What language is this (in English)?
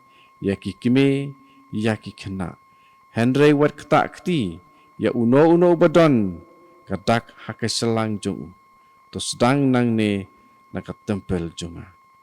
Khasi